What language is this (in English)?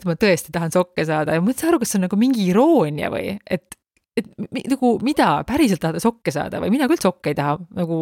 Estonian